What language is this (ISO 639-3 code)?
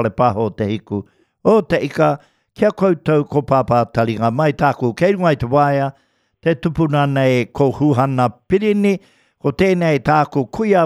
mri